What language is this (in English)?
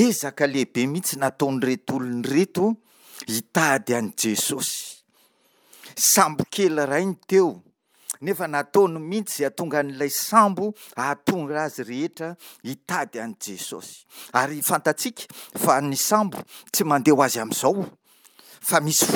Malagasy